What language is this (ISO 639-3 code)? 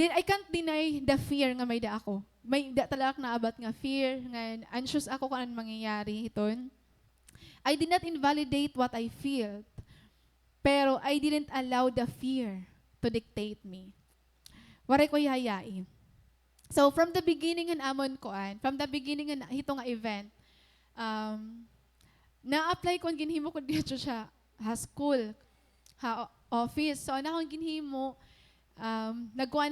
war